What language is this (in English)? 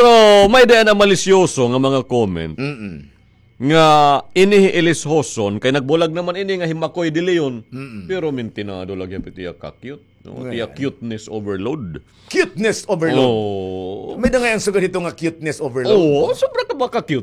Waray